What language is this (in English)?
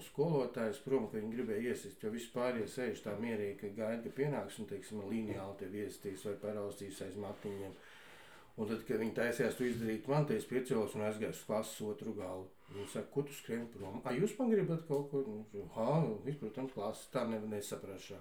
Latvian